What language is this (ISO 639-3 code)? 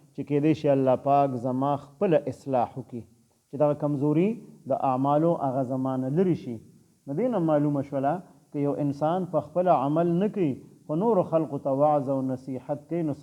pus